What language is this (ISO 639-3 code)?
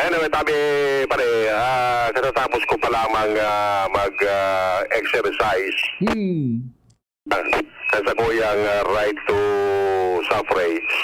bik